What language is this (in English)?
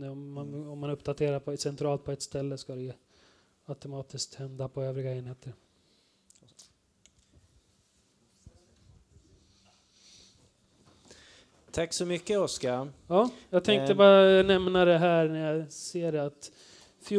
Swedish